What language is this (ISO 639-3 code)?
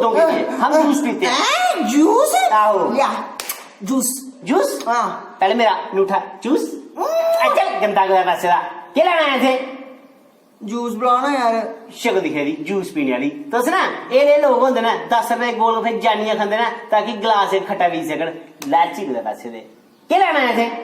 doi